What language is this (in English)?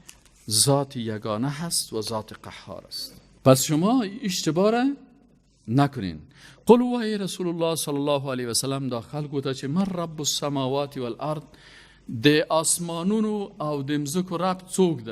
Persian